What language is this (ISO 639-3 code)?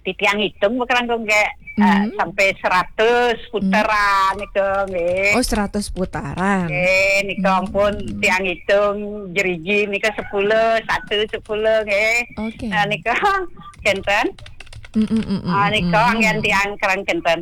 ban